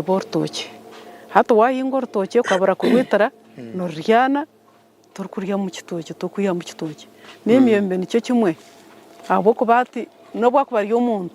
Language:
Nyankole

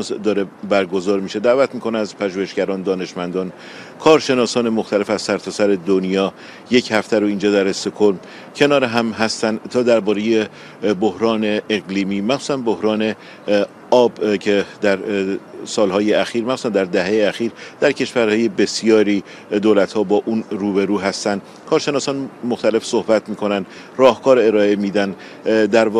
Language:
Persian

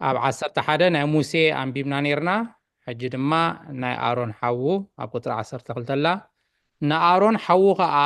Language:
Tigrinya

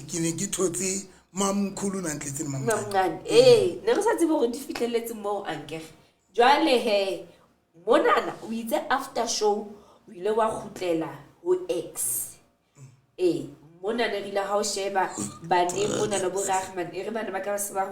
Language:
Southern Sotho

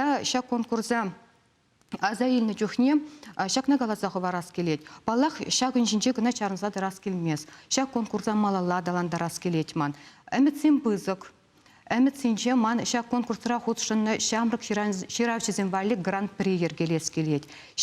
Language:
Chuvash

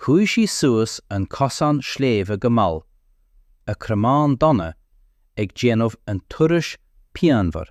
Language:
Irish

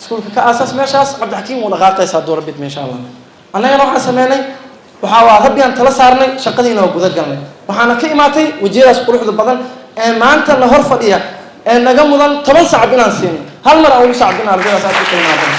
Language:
Somali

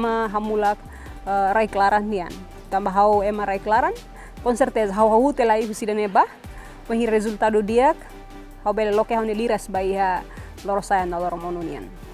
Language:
Tetum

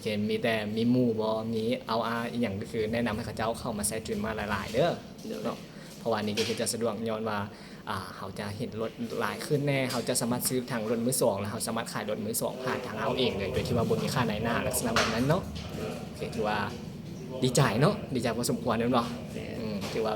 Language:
Lao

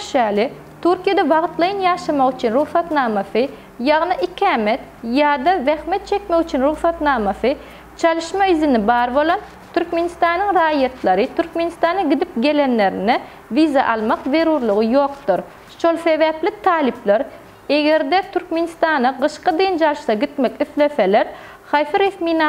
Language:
Turkmen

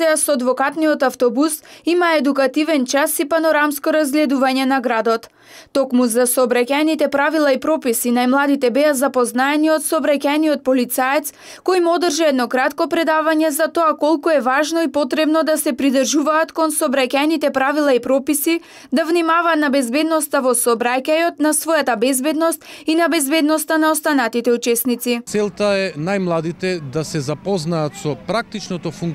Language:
Macedonian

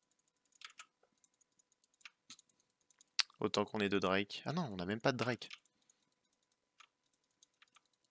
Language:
French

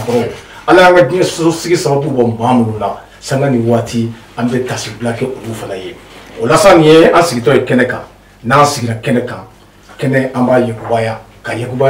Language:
Bambara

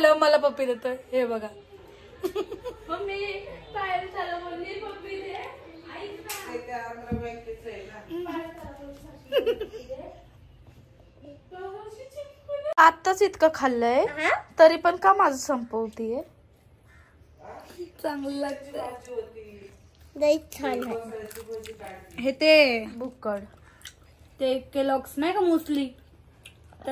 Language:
Marathi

